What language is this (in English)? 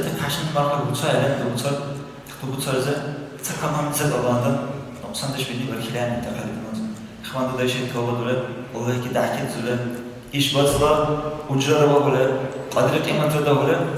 Dargwa